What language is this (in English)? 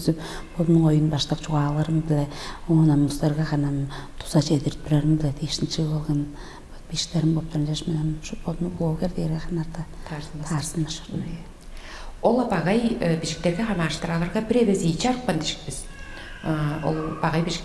Tuvinian